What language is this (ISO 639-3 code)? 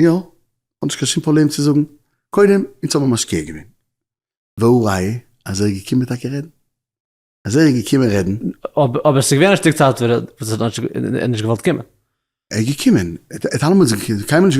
yid